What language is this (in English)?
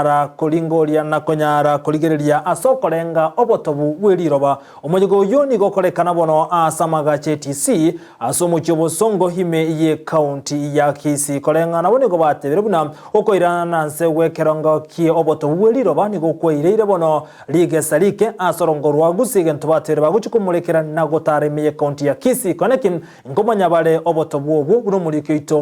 Gusii